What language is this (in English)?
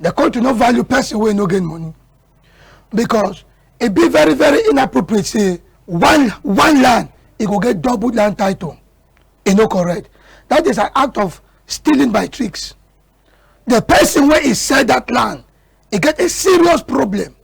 Cameroon Pidgin